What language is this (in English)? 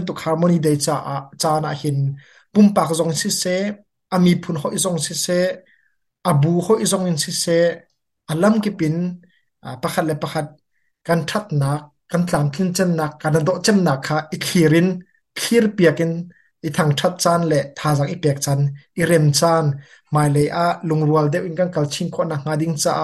Hakha Chin